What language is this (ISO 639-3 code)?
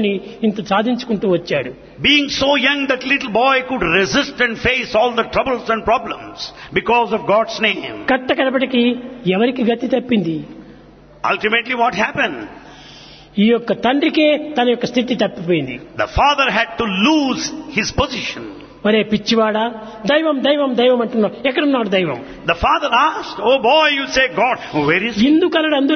tel